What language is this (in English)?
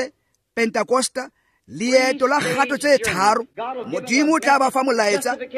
Tswana